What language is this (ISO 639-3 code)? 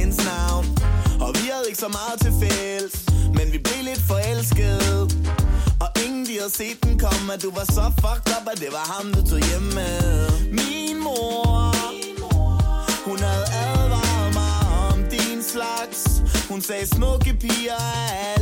dan